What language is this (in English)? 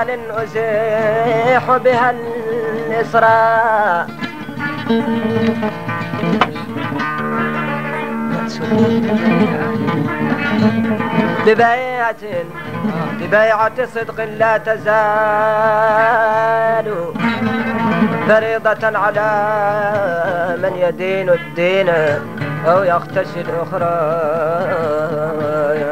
Arabic